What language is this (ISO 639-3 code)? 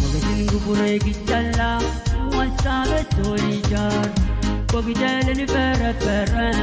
pon